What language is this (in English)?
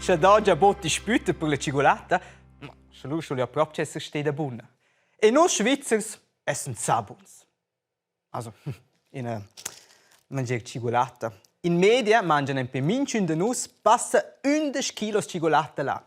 Romansh